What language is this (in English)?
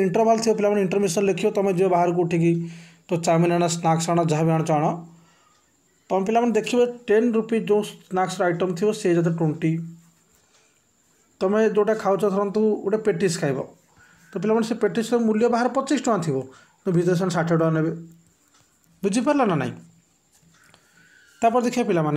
Odia